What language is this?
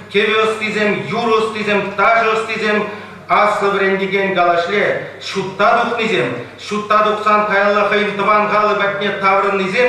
Chuvash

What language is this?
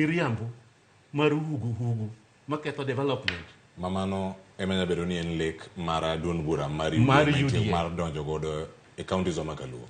Luo (Kenya and Tanzania)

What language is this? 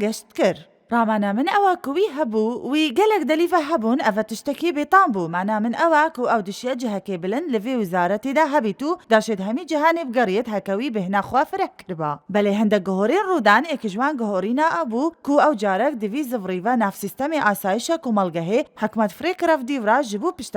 Kurdish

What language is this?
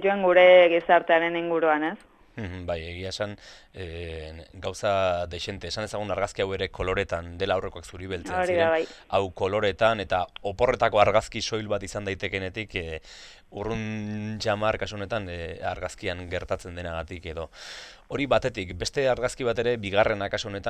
Basque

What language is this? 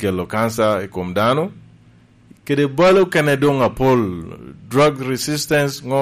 Lango (Uganda)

